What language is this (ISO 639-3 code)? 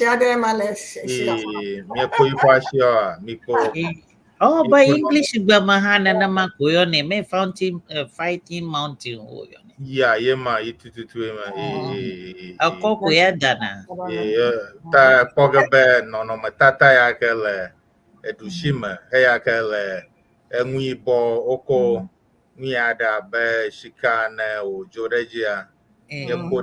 ewe